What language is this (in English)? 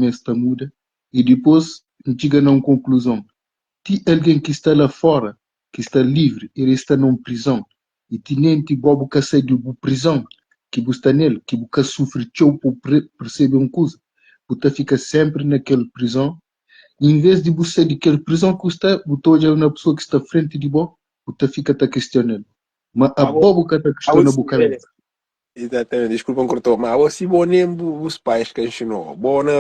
Kabuverdianu